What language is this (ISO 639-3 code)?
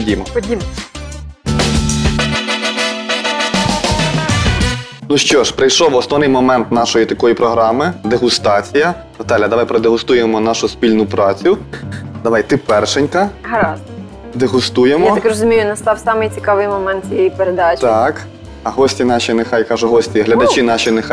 ukr